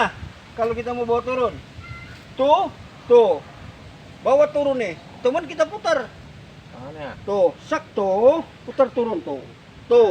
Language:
Betawi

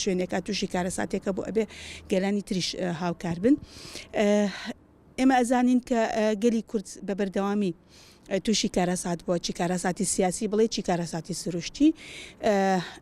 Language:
Central Kurdish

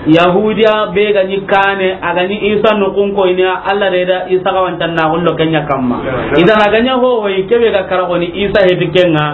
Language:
Soninke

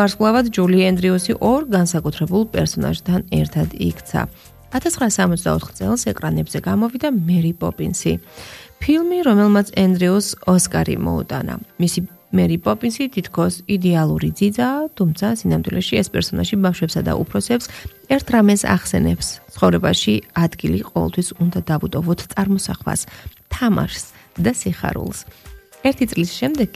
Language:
Georgian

